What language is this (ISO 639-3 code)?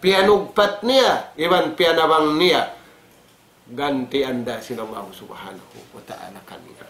tsg